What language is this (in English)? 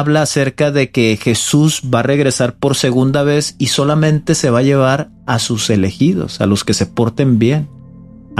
Spanish